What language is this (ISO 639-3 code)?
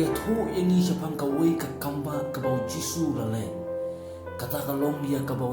kha